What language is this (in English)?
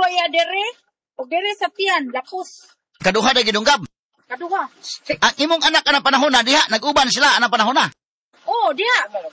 Cebuano